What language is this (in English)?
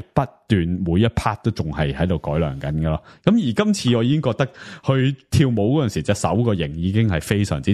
Cantonese